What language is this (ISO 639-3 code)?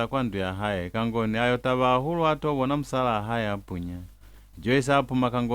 loz